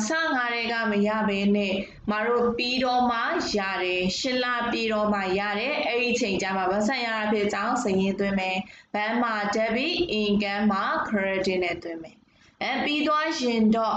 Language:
Burmese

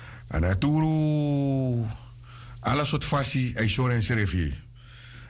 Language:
Sranan Tongo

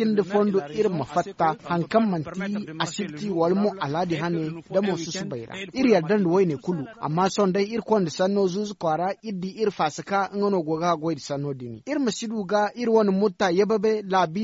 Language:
Zarma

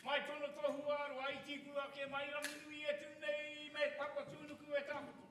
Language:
Māori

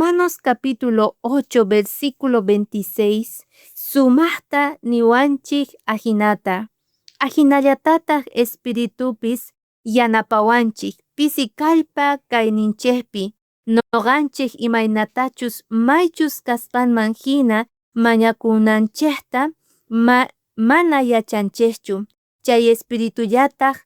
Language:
South Bolivian Quechua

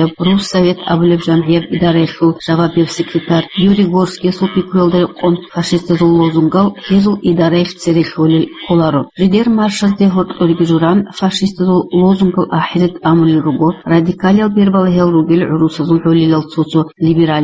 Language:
Avaric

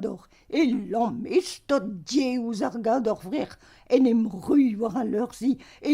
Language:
Breton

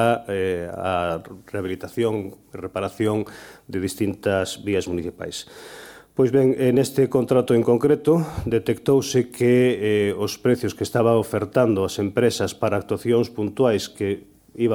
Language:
Galician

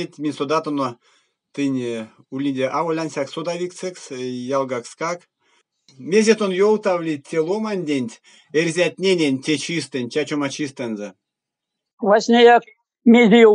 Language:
Erzya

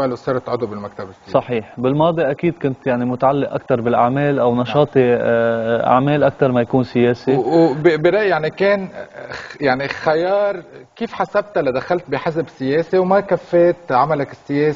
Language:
North Levantine Arabic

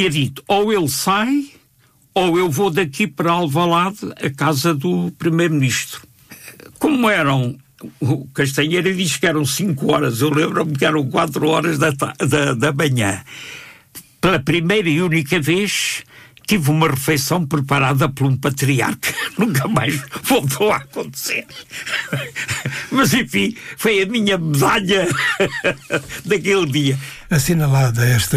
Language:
Portuguese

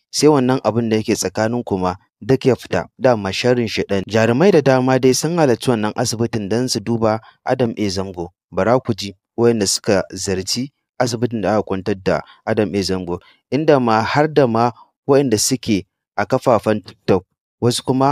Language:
Hausa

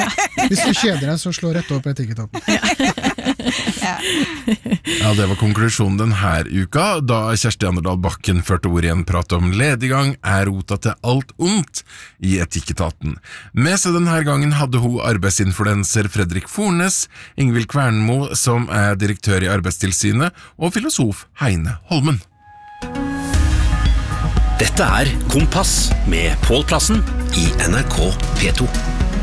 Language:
Norwegian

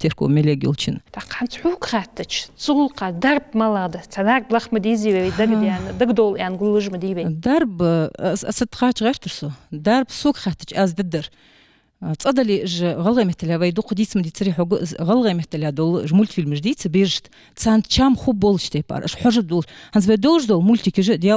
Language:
Ingush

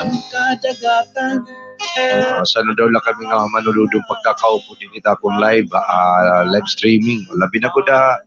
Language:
Waray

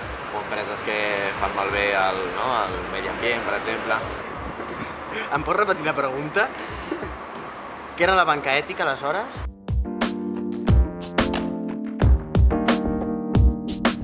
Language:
Catalan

